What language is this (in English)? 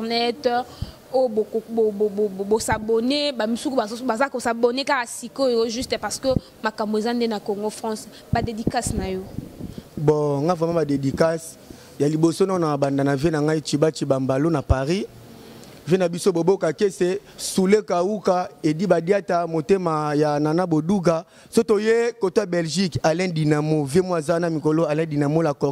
Lingala